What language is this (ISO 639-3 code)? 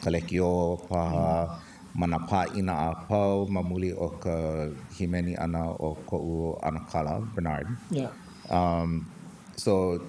haw